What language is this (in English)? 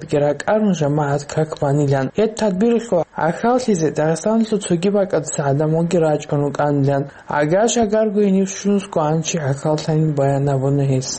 Avaric